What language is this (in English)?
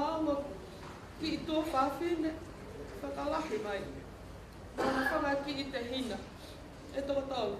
Tongan